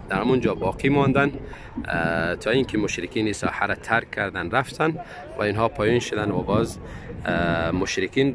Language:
Tajik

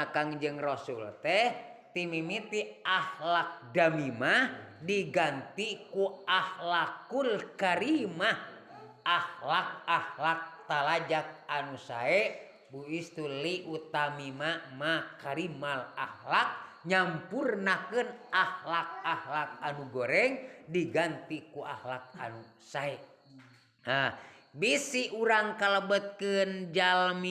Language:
Sundanese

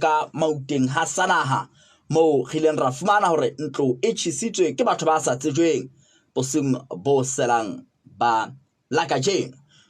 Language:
Southern Sotho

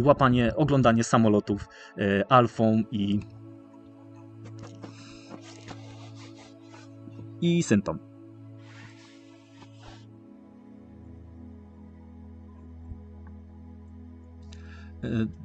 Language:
Polish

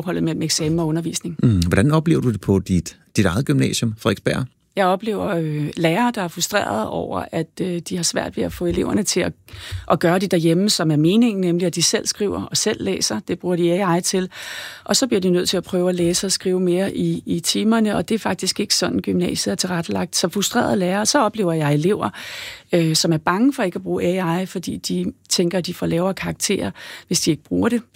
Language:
Danish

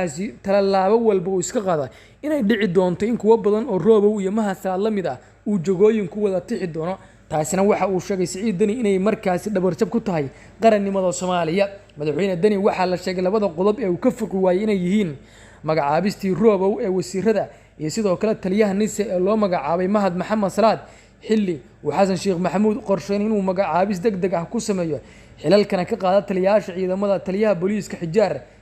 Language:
Somali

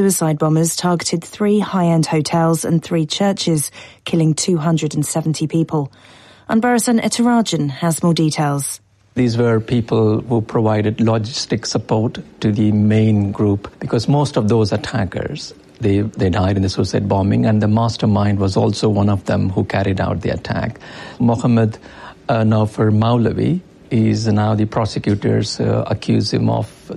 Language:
English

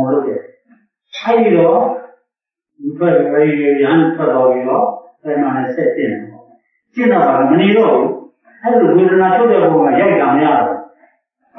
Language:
Burmese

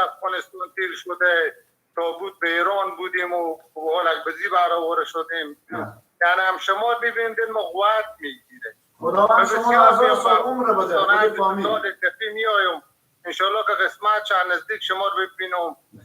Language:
Persian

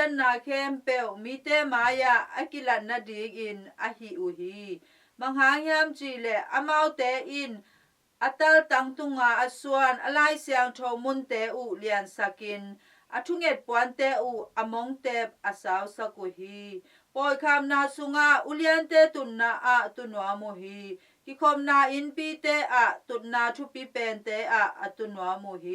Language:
Tedim Chin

